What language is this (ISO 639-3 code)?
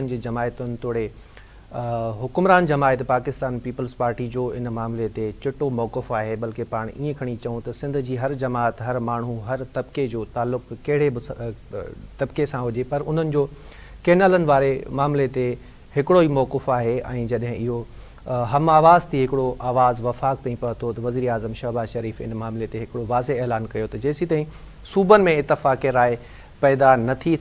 snd